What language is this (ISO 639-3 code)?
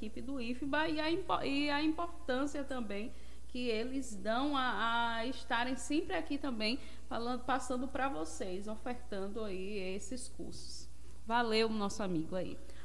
por